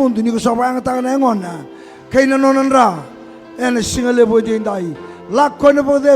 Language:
Fijian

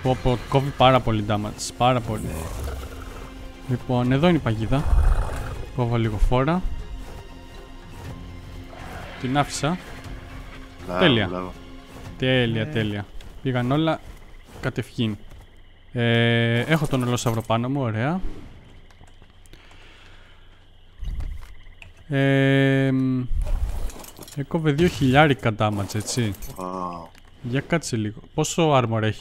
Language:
Greek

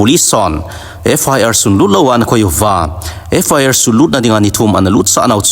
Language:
Thado Chin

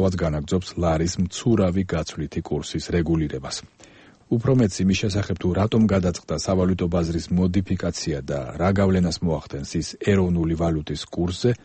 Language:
Georgian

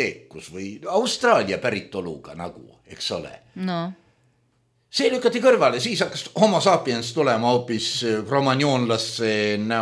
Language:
Estonian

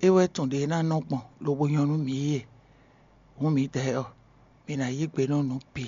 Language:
Fon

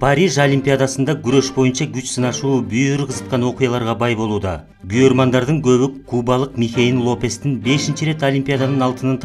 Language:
Kyrgyz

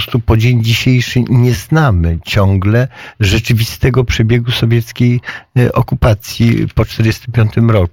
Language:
Polish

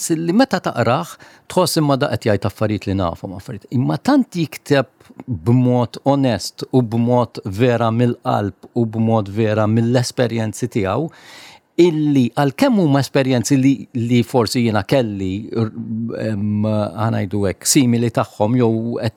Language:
Maltese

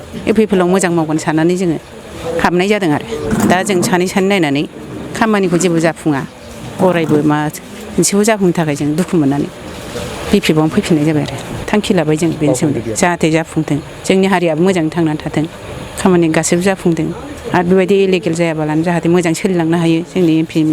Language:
Bodo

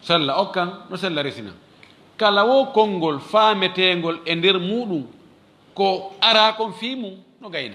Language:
Fula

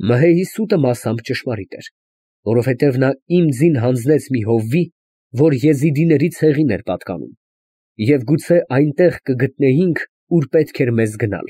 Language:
Armenian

